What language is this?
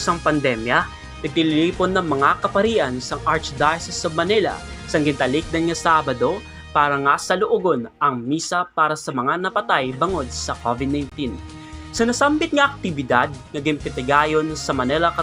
Hiligaynon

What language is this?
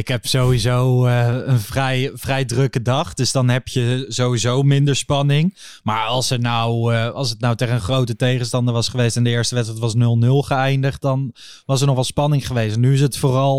Dutch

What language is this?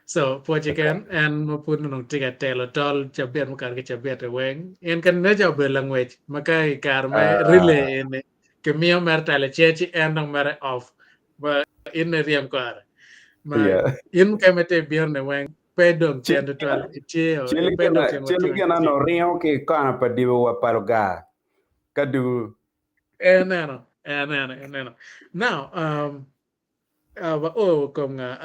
Acoli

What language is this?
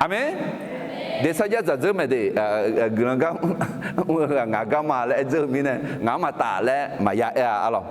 Akha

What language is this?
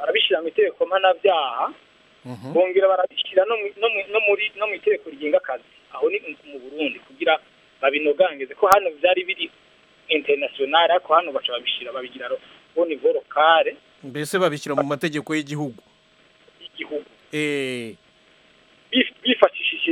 Kinyarwanda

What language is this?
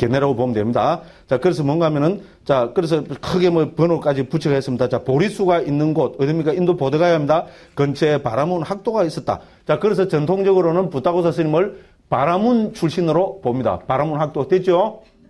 Korean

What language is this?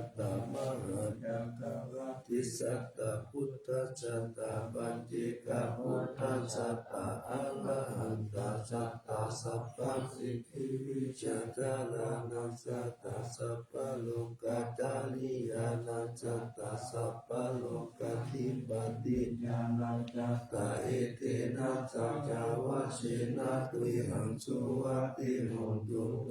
Pali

